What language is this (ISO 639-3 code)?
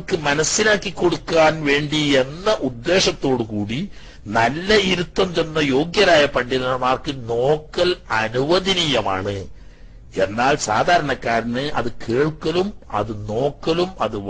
mal